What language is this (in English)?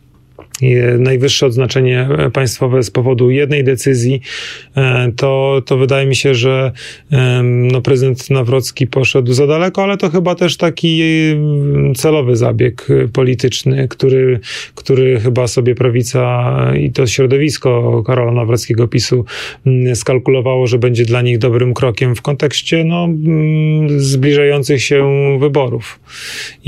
Polish